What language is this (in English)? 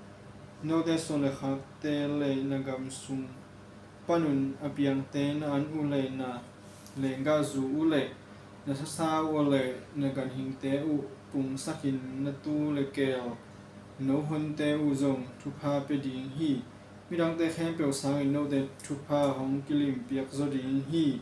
Tedim Chin